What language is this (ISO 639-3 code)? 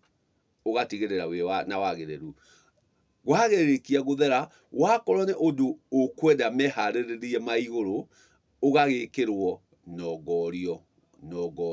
kik